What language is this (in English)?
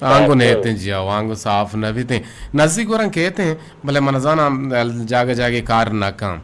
Eastern Balochi